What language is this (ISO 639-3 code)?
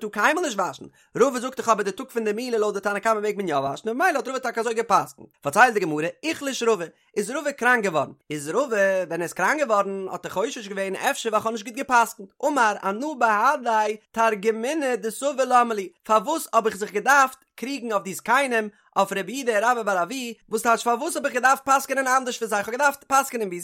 yid